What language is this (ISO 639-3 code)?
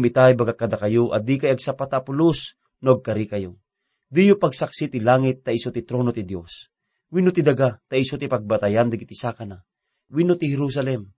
ilo